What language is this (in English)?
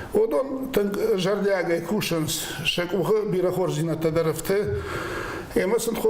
Ossetic